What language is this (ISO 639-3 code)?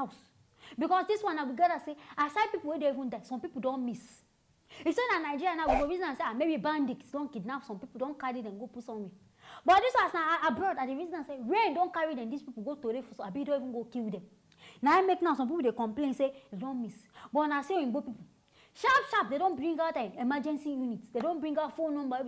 pcm